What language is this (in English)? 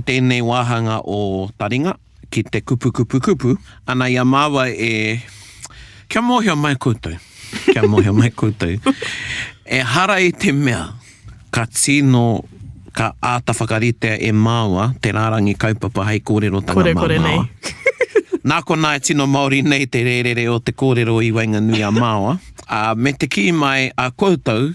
Māori